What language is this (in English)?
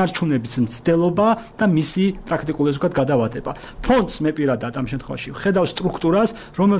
Georgian